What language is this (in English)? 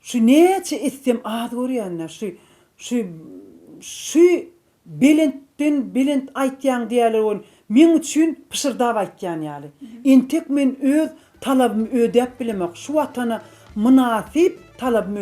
Turkmen